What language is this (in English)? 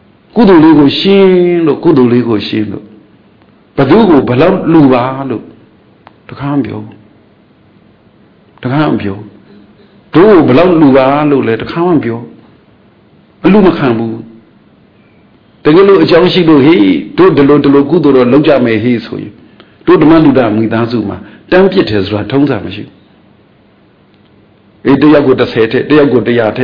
Burmese